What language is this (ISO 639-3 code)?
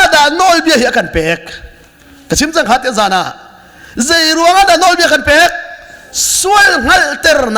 cnh